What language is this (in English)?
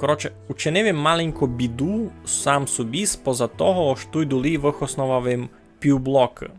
Rusyn